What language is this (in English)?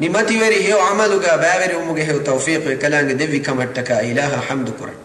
Divehi